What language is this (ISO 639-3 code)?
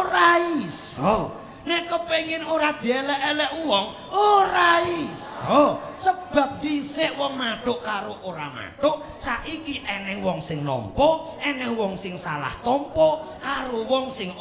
jav